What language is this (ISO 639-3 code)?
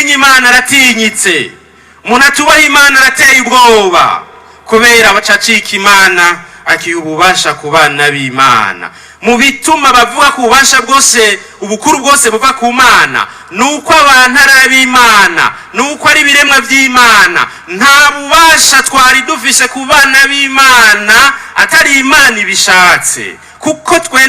run